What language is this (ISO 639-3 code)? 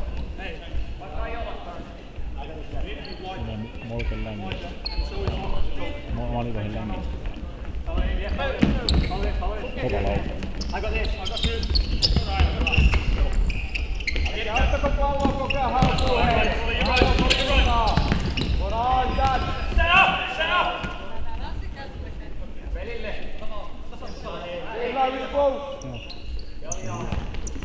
fin